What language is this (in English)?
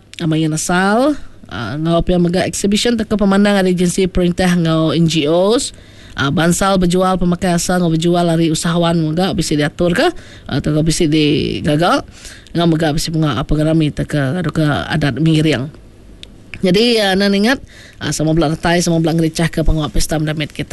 Iban